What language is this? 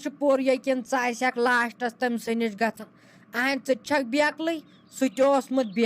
Kashmiri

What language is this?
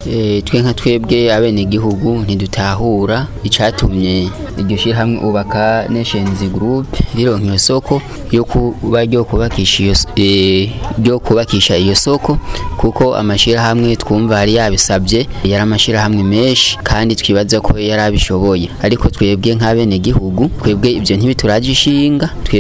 Rundi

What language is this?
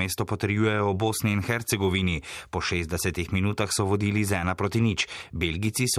Slovenian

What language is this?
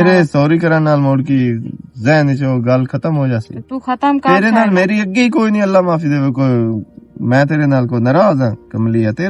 Western Panjabi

